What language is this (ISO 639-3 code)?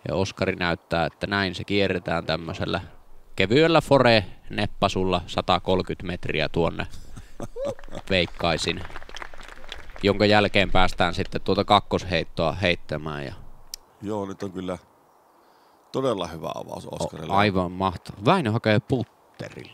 fin